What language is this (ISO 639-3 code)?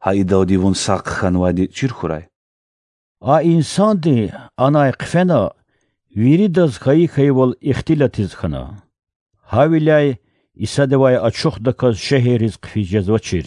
lez